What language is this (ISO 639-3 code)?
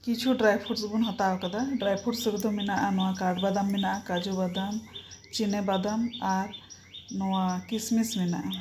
sat